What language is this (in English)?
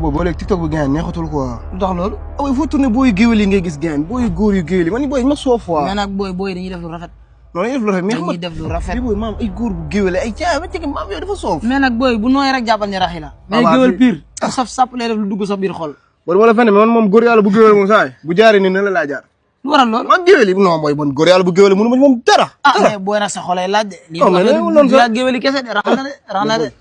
Wolof